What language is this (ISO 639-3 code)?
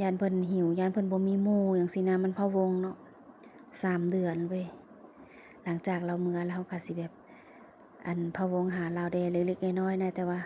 lao